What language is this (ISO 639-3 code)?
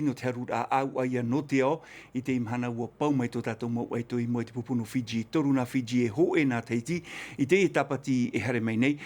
tah